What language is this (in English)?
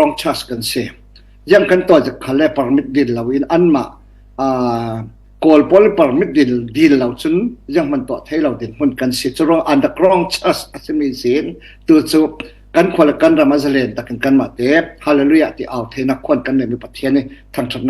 Falam Chin